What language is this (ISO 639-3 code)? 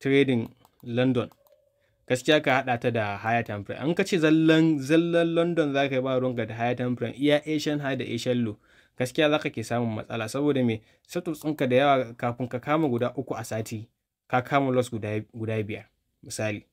hau